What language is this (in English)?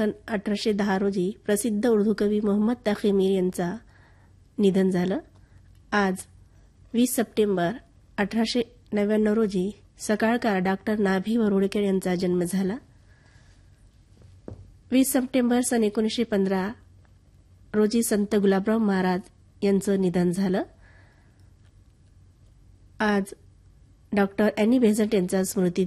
Marathi